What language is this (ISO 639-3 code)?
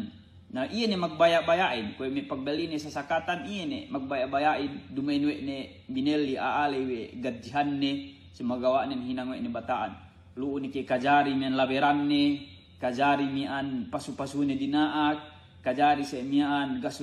yka